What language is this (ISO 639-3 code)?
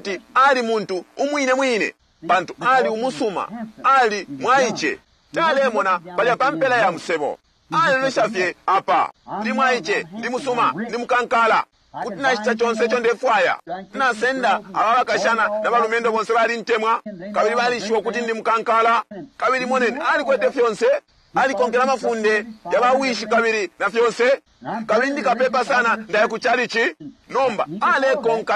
bem